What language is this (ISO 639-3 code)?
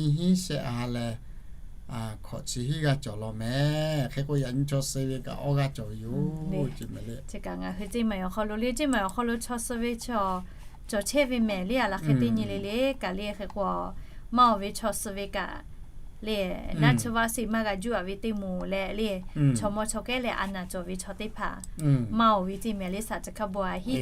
lhu